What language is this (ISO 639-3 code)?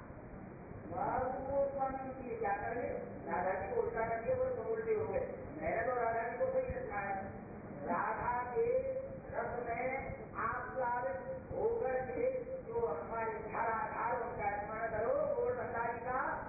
hin